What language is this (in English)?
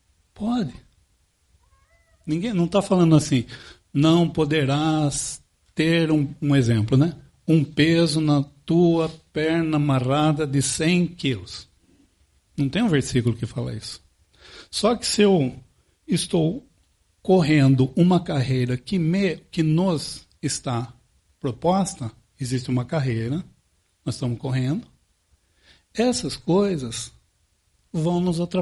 Portuguese